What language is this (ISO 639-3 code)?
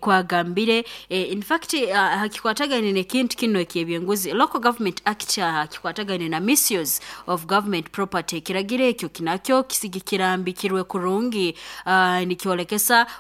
nyo